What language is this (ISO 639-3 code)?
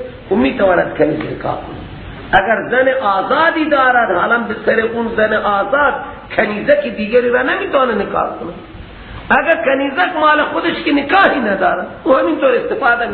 fas